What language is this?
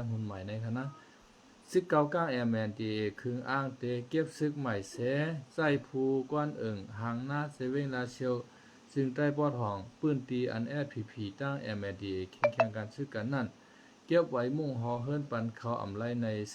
Shan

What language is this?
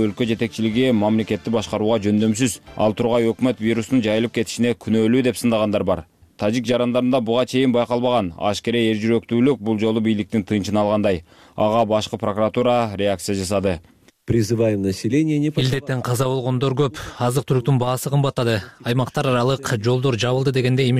Kyrgyz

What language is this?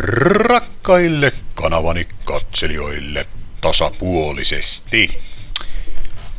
Finnish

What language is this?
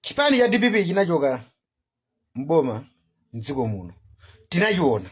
Nyanja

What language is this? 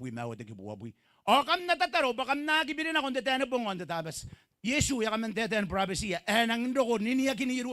Gilbertese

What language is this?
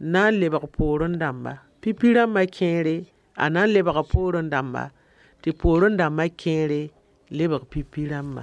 Mossi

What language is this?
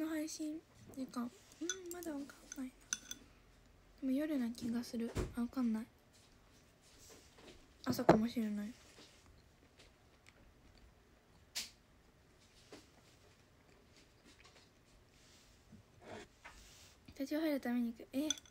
Japanese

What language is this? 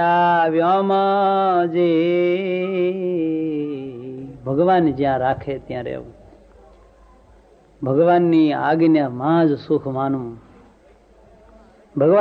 Gujarati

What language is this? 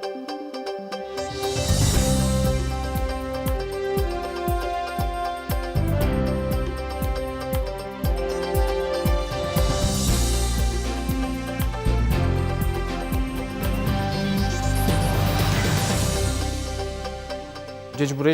Udmurt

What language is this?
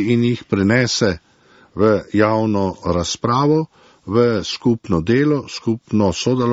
Slovenian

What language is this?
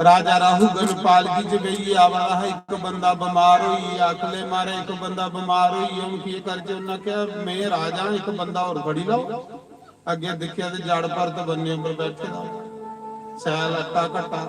Dogri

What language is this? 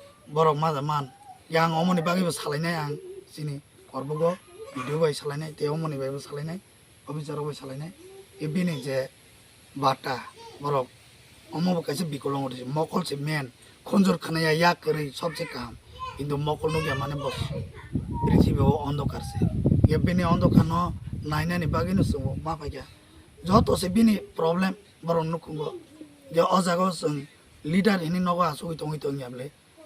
Riang (India)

